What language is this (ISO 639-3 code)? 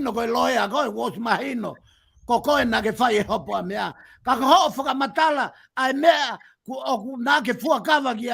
ton